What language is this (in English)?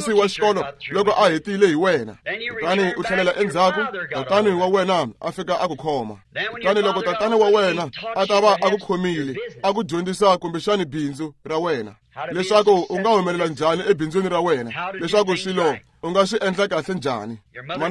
Tsonga